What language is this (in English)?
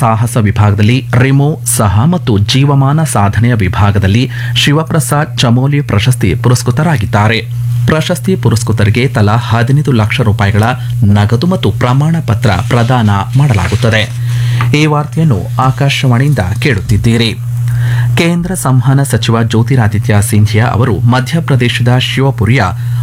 Kannada